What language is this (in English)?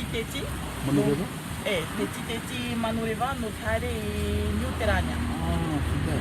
Tahitian